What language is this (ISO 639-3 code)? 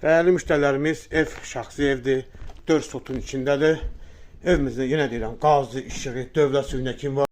aze